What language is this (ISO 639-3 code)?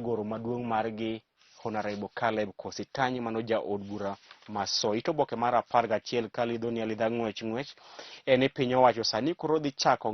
luo